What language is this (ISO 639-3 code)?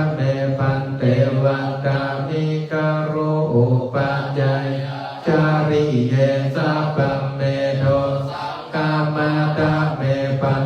pli